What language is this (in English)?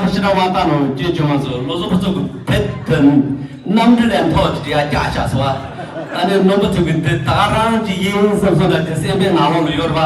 Tibetan